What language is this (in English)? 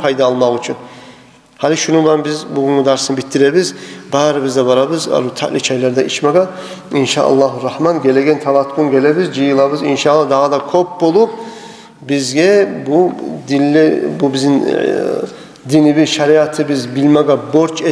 Kumyk